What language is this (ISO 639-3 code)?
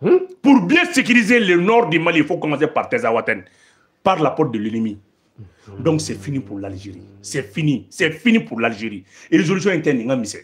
bam